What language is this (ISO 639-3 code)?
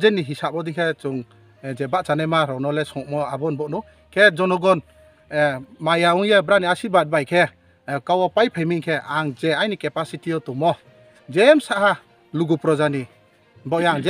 ria